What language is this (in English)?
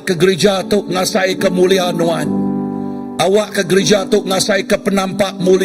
Iban